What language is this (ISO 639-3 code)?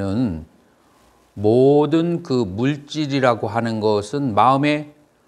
kor